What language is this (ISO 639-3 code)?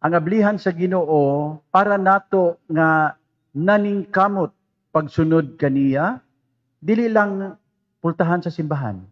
ceb